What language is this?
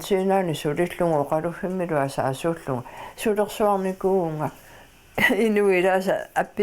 Kalaallisut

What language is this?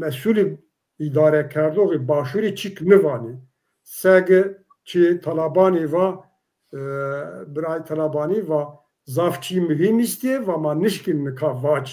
Zaza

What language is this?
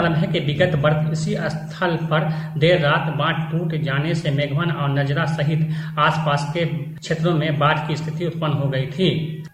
Hindi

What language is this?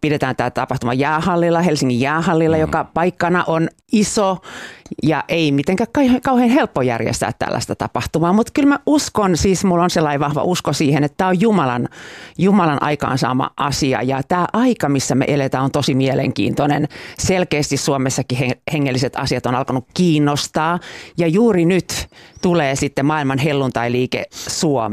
Finnish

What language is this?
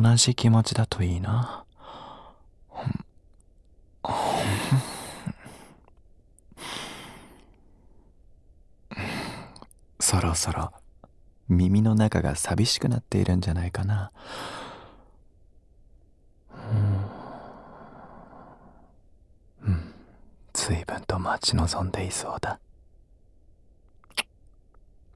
Japanese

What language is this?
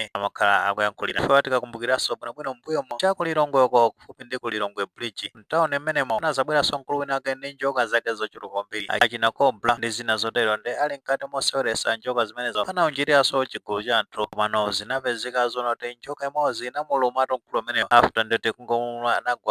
Nyanja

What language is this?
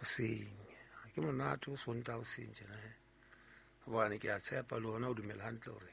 Southern Sotho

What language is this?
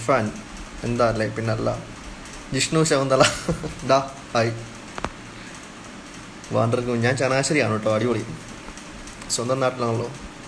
Malayalam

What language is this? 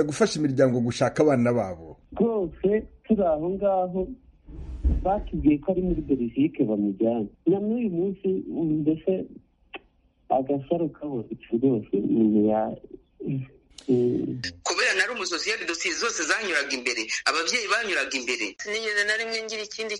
Kinyarwanda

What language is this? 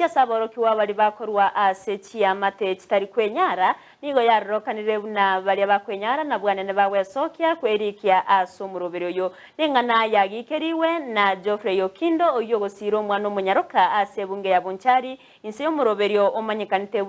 Gusii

